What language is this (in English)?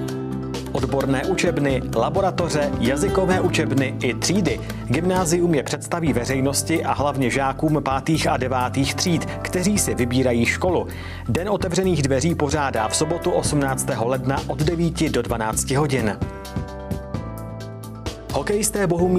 Czech